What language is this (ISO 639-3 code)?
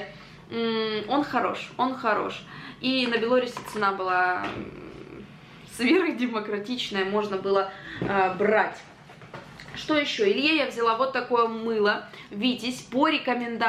rus